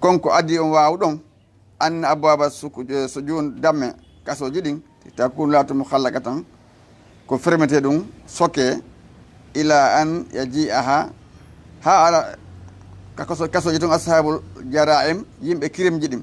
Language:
Fula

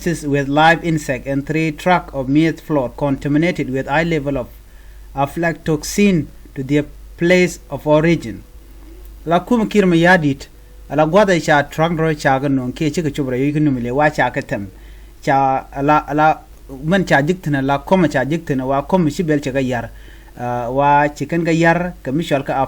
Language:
Nuer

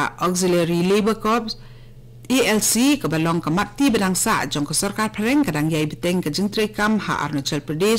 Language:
Khasi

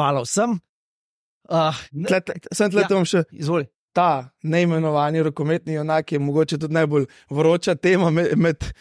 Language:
Slovenian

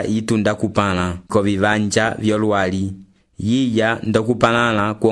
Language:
Umbundu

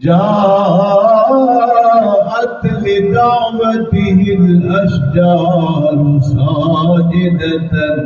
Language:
Saraiki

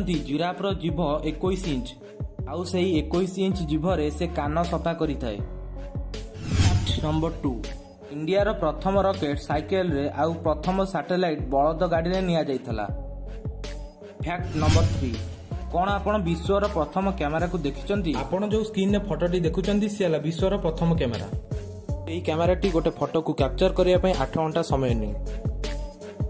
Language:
Odia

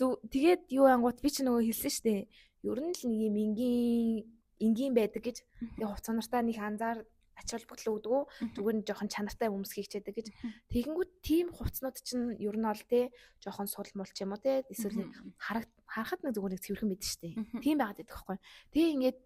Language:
Mongolian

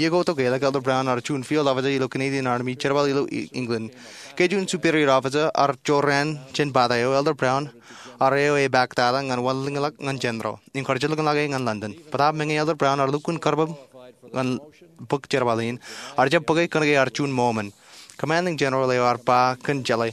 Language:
Marshallese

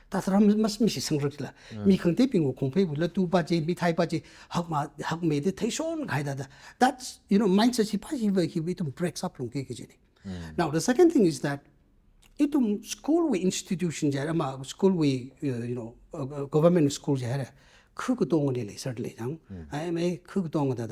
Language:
Tangkhul Naga (India)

